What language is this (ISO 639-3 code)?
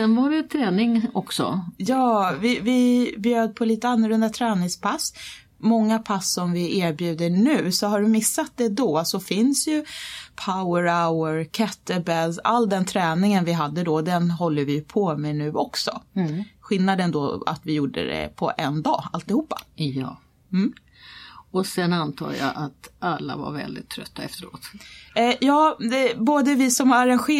swe